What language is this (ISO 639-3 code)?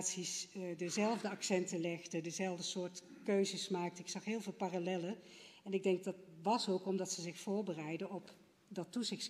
nld